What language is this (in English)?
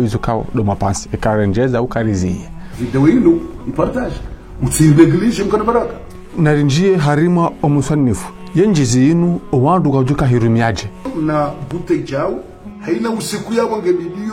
Ngazidja Comorian